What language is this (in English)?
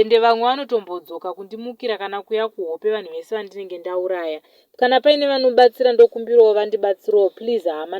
Shona